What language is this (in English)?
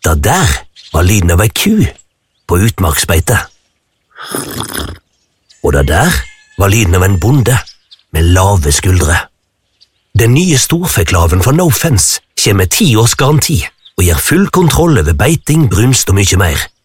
Norwegian